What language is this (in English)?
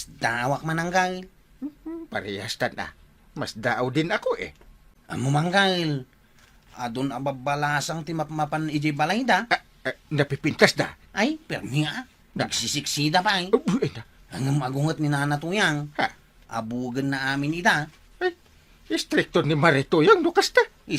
Iloko